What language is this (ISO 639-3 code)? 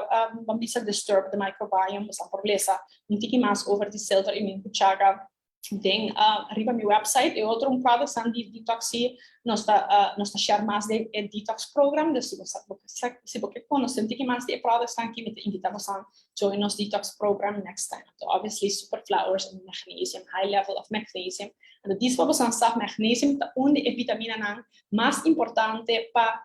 pap